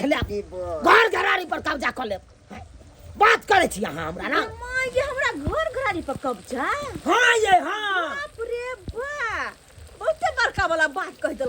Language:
Maithili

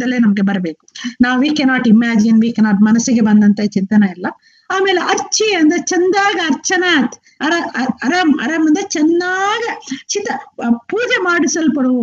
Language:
Kannada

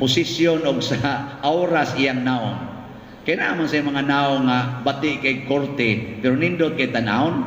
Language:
Cebuano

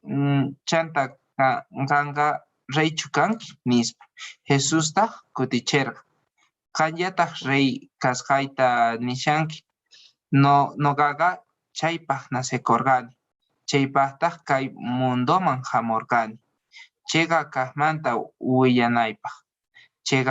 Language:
Quechua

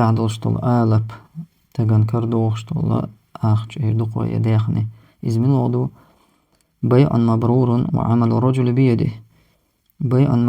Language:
Chechen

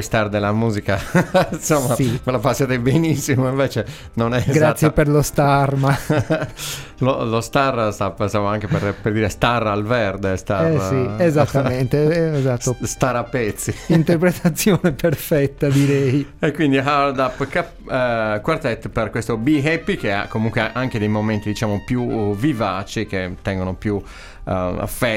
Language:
Italian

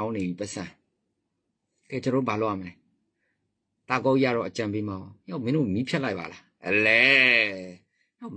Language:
Burmese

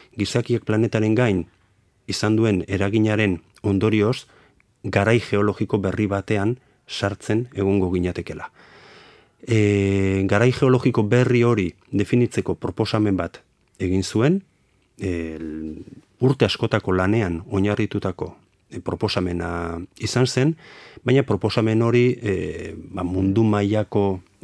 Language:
Basque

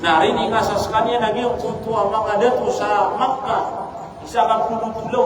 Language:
Maranao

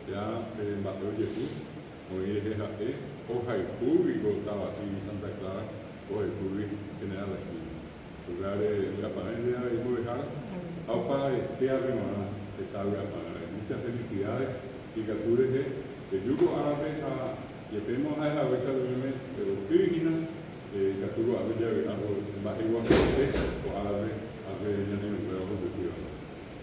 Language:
Guarani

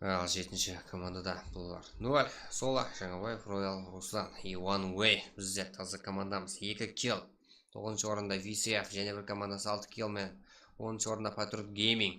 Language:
Kara-Kalpak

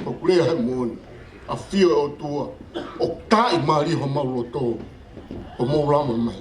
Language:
Tongan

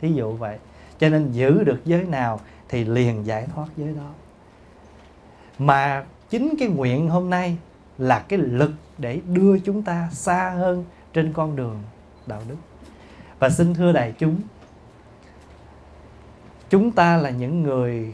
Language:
Vietnamese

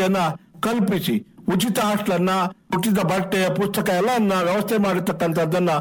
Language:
Kannada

